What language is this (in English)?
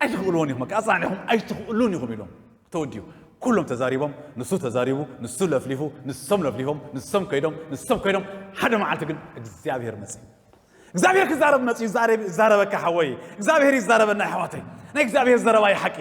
Tigrinya